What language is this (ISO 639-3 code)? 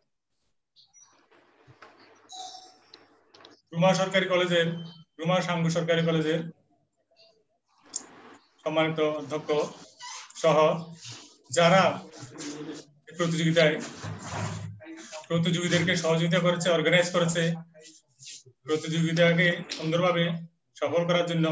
ben